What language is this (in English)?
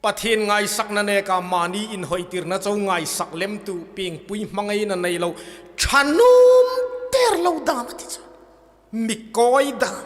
Hmar